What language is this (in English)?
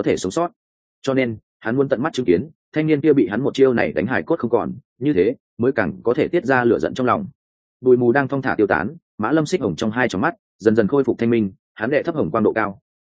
Vietnamese